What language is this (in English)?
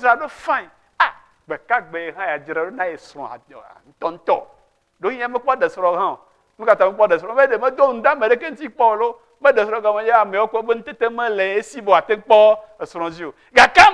Ewe